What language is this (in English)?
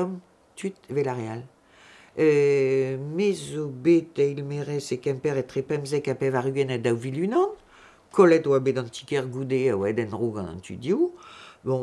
Breton